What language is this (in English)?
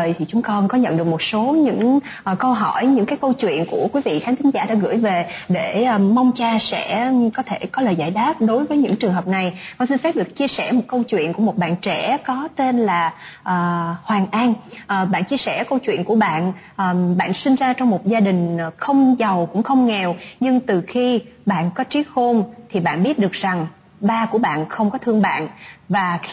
Vietnamese